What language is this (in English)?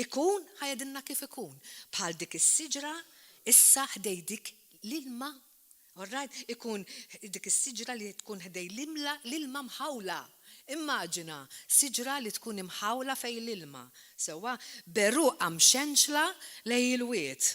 Maltese